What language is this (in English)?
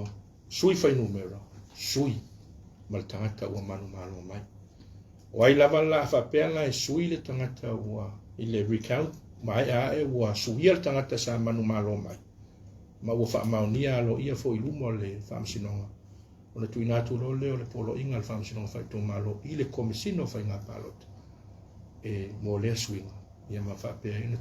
Samoan